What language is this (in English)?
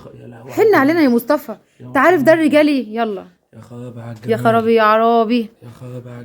Egyptian Arabic